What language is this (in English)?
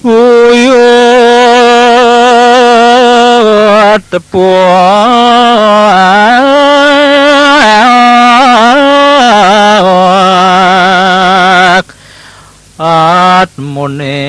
Balinese